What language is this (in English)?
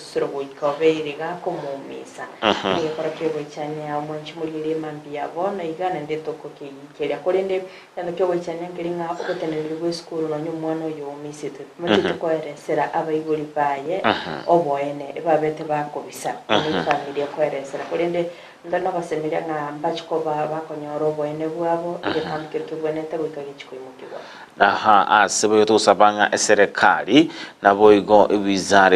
Gusii